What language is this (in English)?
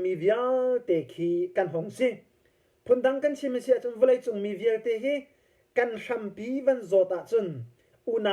Hakha Chin